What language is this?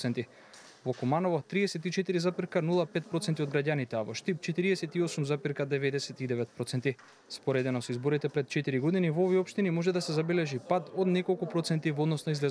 Macedonian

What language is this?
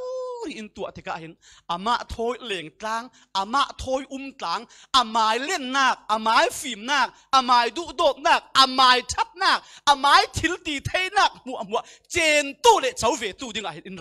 Falam Chin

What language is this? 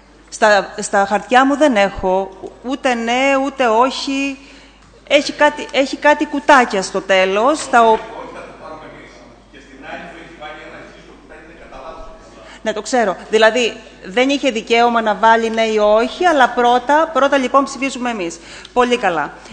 Greek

